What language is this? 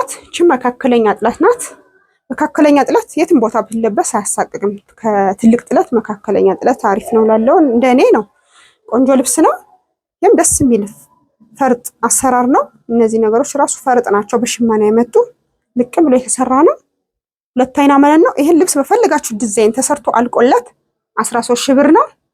Amharic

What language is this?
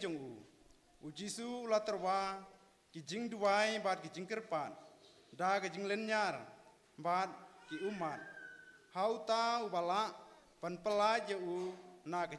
Khasi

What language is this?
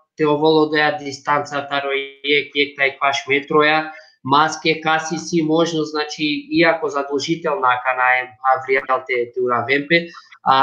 Balkan Romani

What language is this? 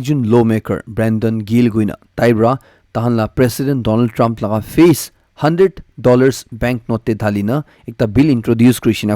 Naga Pidgin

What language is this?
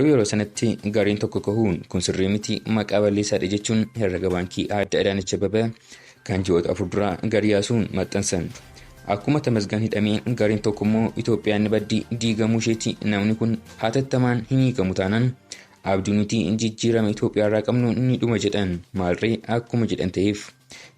Oromo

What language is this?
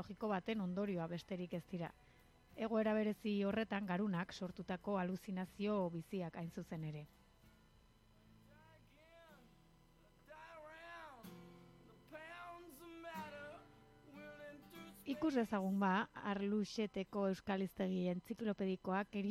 Basque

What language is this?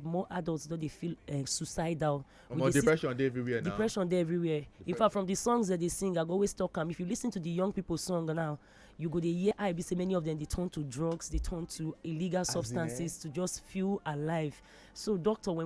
Nigerian Pidgin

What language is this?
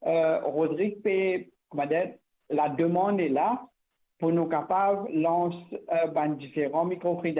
Morisyen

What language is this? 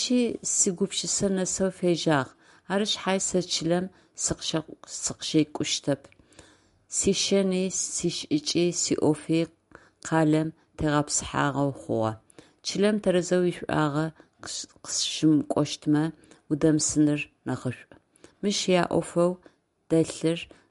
Adyghe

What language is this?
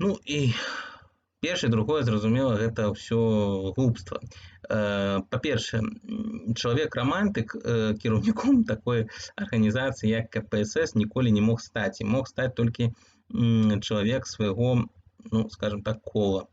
Belarusian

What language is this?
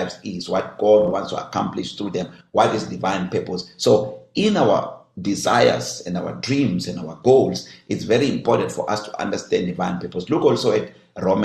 English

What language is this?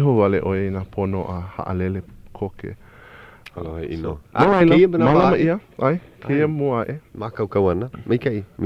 Hawaiian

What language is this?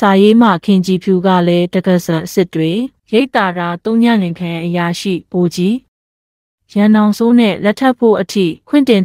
Burmese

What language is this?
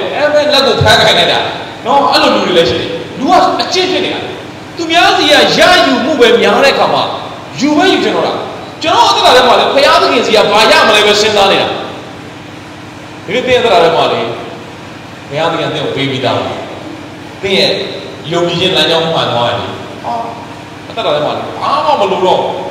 Burmese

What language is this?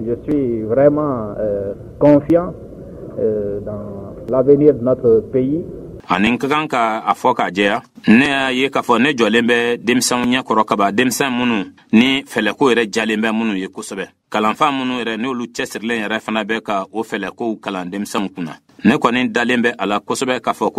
Bambara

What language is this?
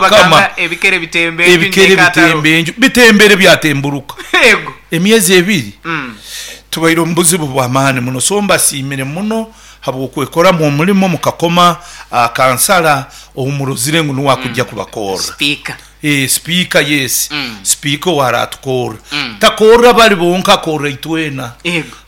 Nyoro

